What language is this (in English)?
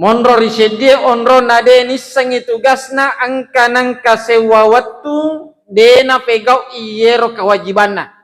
Buginese